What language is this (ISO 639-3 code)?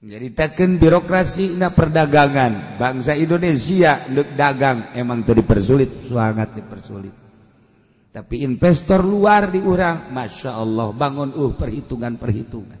sun